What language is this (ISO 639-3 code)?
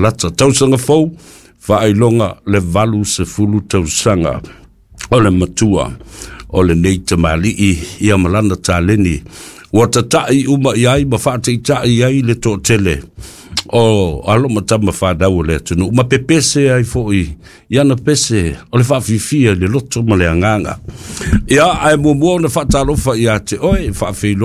smo